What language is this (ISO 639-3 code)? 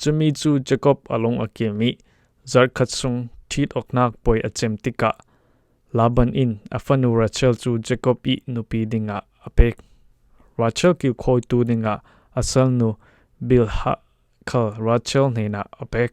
cfm